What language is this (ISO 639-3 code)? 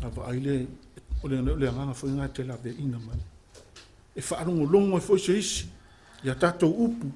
smo